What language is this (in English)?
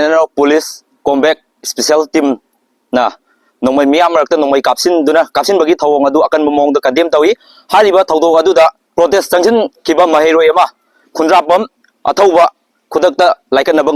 Manipuri